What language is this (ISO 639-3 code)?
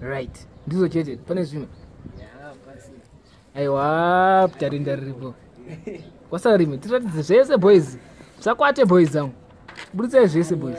sna